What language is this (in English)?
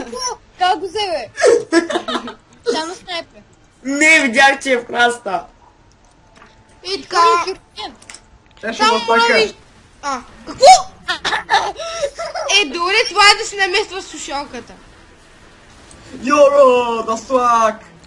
Bulgarian